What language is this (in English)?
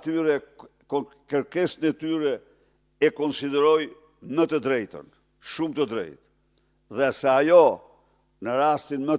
Albanian